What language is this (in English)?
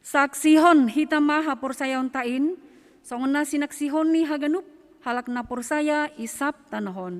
Batak Simalungun